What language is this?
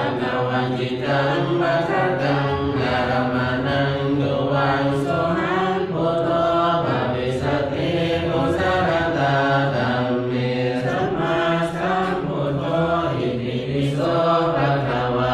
Pali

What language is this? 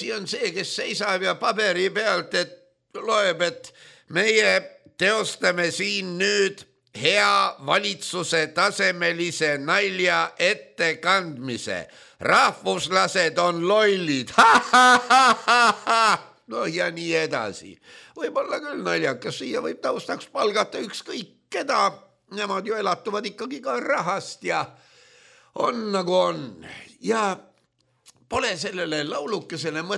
Estonian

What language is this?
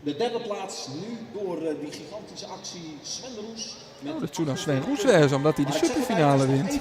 Western Frisian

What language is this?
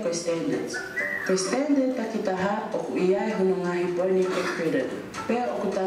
Tongan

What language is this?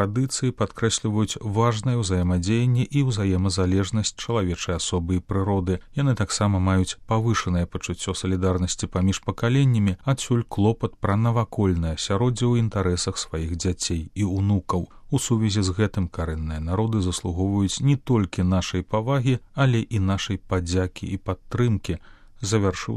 Belarusian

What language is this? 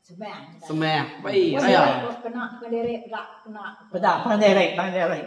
Iban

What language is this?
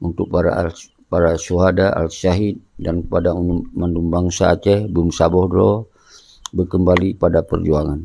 Achinese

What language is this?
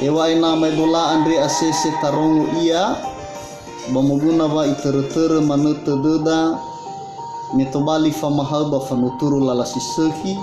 Nias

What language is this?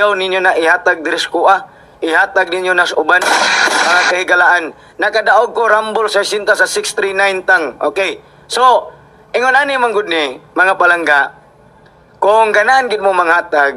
Cebuano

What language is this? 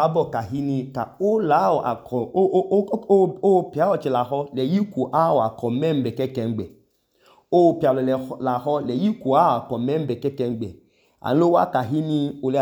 Idoma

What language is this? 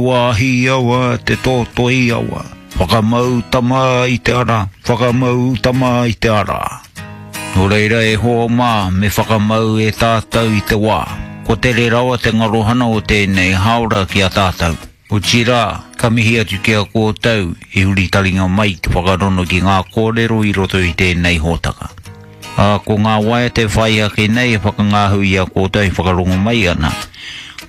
Māori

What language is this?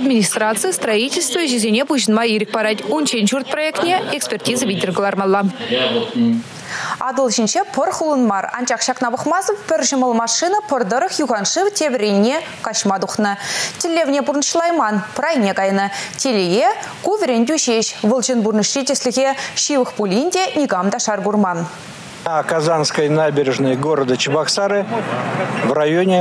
Chuvash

